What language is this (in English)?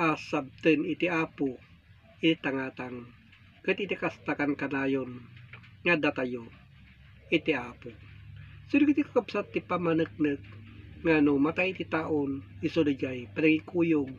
Iloko